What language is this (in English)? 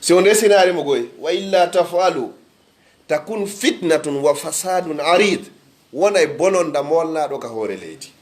Pular